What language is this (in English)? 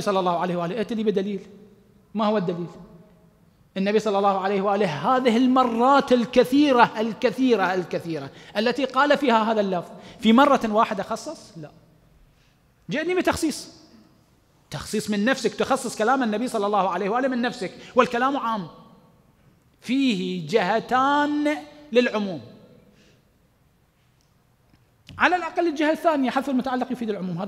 Arabic